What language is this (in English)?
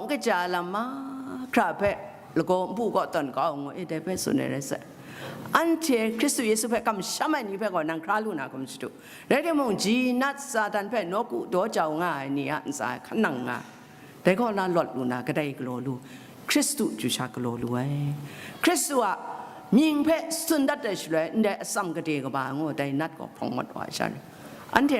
Kachin